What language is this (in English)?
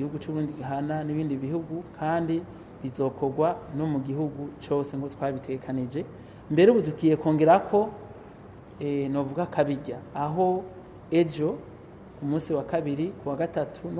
Rundi